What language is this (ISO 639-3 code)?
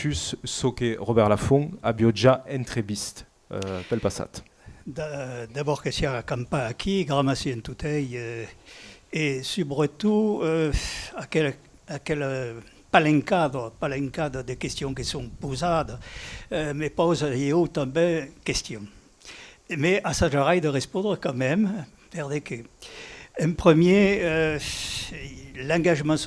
oci